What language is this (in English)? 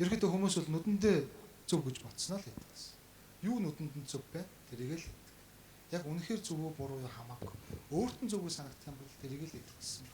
Mongolian